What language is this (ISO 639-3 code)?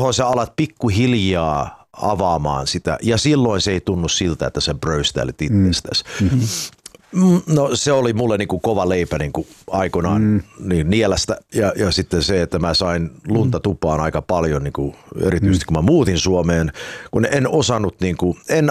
fin